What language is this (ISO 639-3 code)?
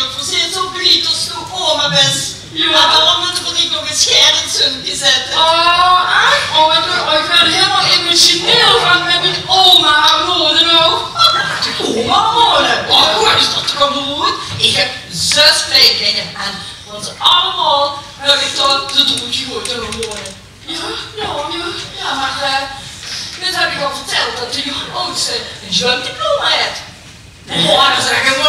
lim